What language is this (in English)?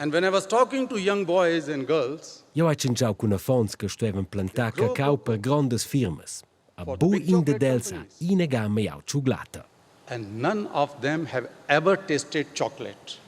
Romansh